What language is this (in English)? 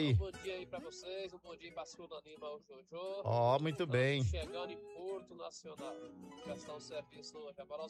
Portuguese